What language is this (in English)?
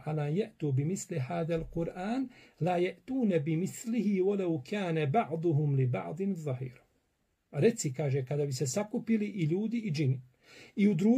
Bosnian